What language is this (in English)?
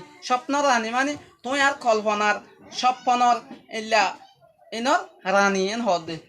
Rohingya